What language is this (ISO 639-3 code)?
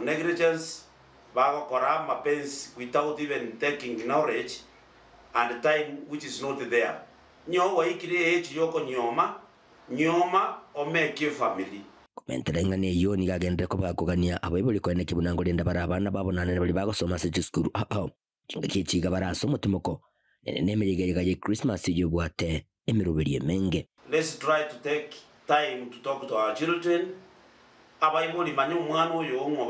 guz